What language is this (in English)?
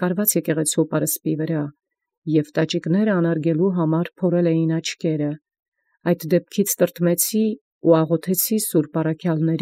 Armenian